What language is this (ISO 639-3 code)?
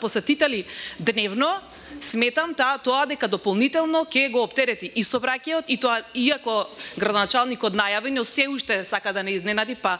mkd